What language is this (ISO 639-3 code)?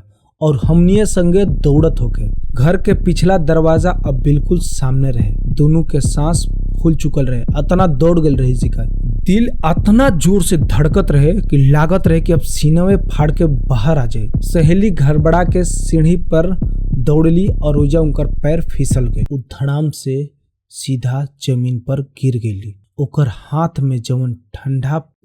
bho